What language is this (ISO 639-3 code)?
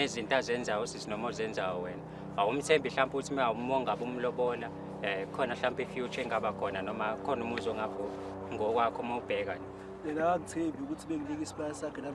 zul